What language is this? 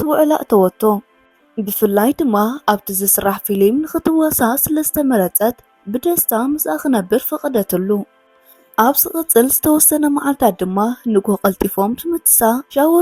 Tigrinya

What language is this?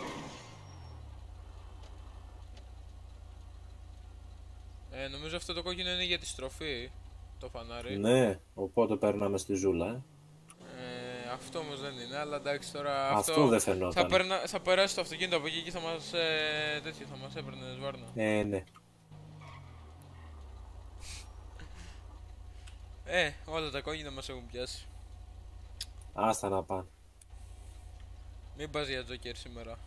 Greek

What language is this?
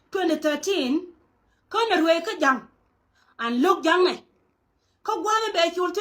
Nuer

